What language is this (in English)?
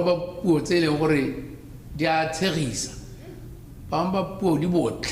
Tswana